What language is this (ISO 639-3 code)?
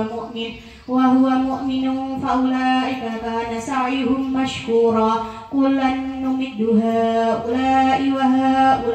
ara